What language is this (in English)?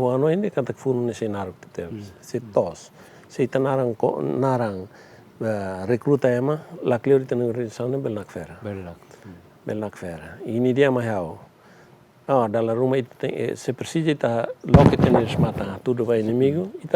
Tetum